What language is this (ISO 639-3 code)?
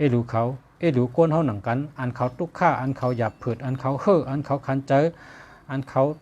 shn